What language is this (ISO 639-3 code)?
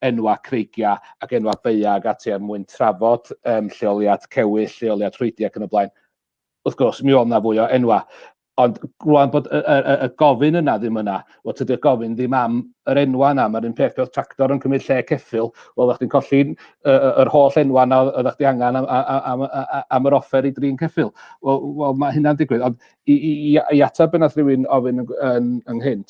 cym